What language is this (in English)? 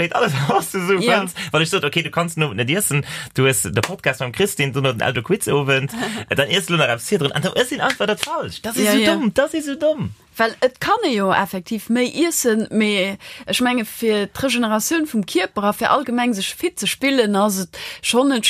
Luxembourgish